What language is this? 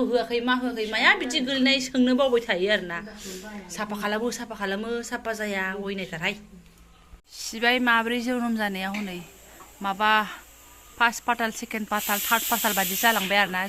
Bodo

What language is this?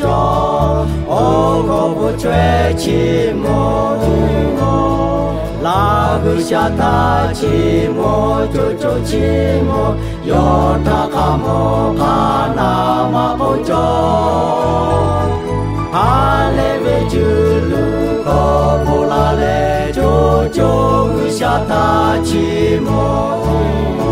Lahu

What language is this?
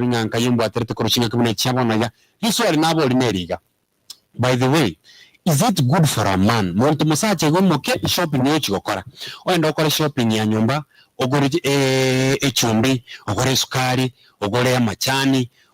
Gusii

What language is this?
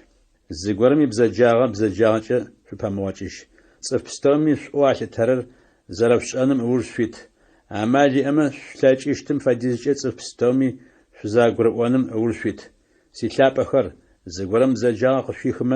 Adyghe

